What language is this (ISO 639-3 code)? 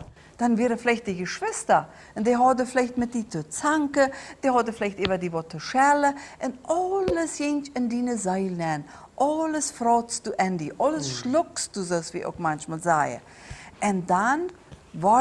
pdt